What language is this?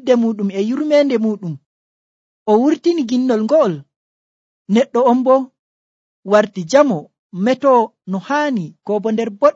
Nigerian Fulfulde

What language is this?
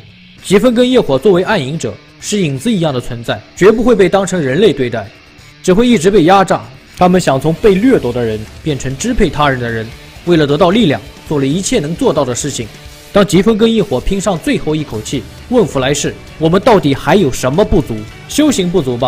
Chinese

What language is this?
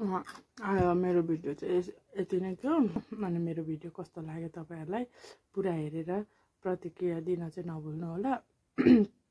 Nepali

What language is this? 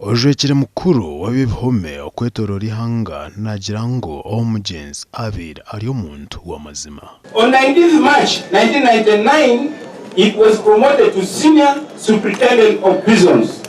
Nyankole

